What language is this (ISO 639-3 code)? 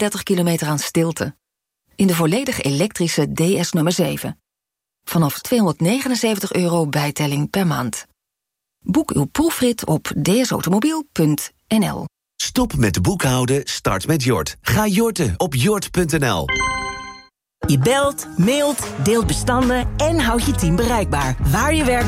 nld